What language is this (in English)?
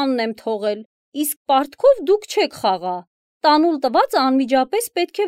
Armenian